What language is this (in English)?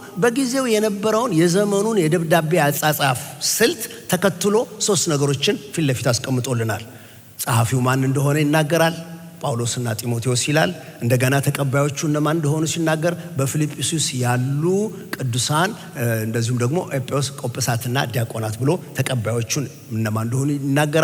Amharic